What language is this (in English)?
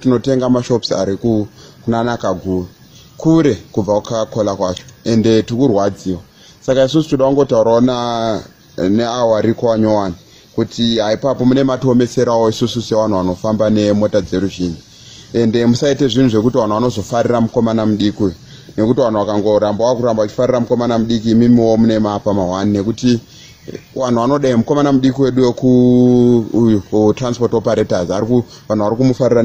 Shona